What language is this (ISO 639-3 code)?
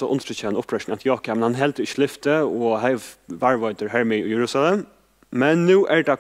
fao